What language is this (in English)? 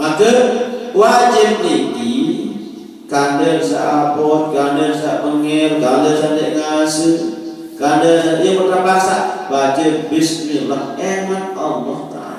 Sasak